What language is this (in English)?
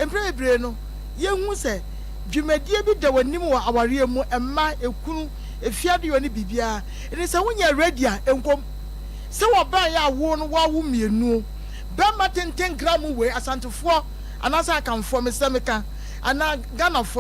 Akan